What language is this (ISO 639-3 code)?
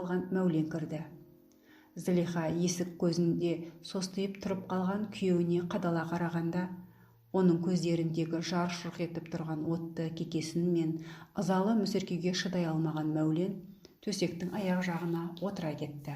kaz